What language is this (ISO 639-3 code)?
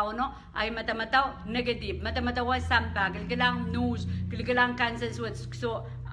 pon